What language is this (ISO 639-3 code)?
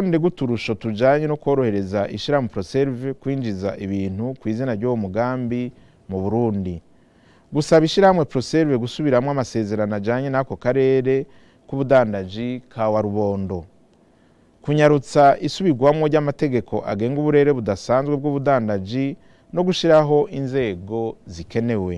run